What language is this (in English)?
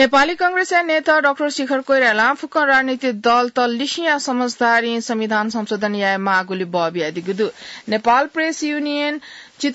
Newari